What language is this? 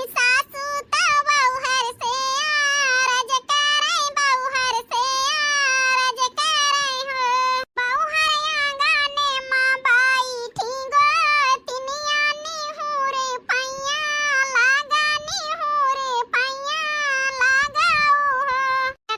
Awadhi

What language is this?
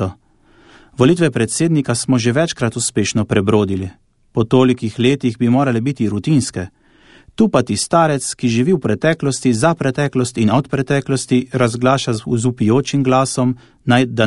Slovenian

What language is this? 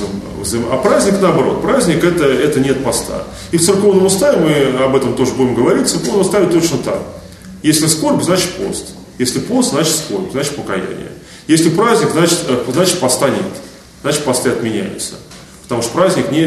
Russian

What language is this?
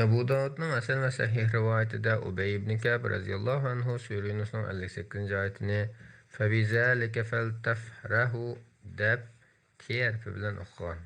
Uyghur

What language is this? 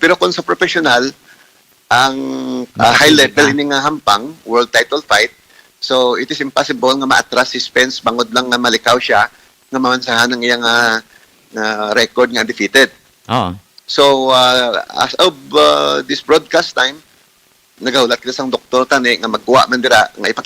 Hiligaynon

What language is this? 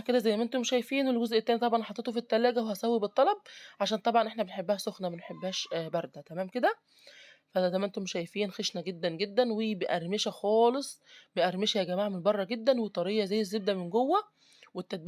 Egyptian Arabic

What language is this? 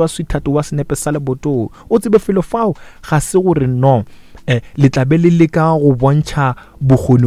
Northern Sotho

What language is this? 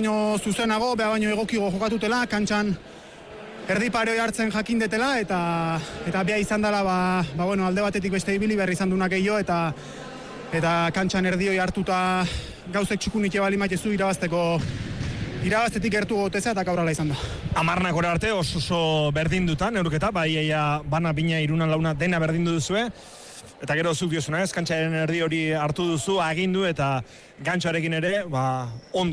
Basque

